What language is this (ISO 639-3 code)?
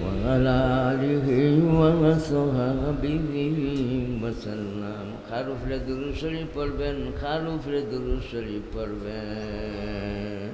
syl